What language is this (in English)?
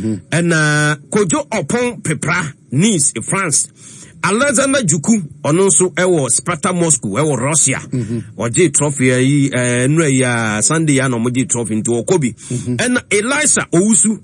Akan